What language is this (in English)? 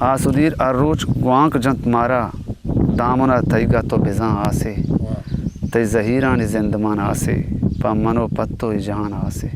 Eastern Balochi